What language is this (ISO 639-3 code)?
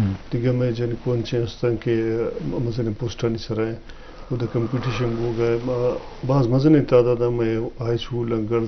bgp